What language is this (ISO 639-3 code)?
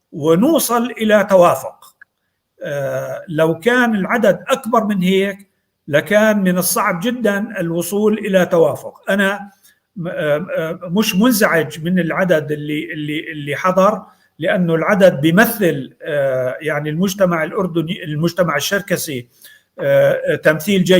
apc